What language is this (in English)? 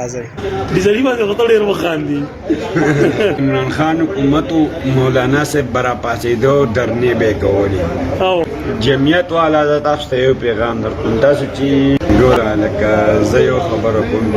Pashto